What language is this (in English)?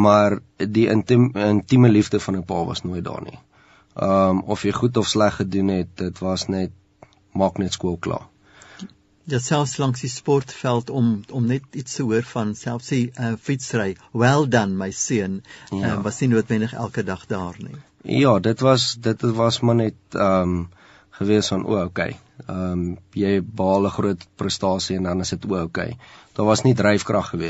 Afrikaans